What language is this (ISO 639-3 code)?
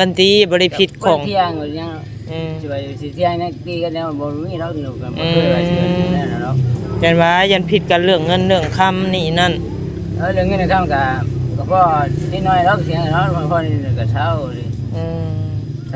tts